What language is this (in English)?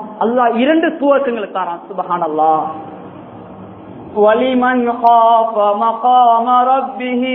Tamil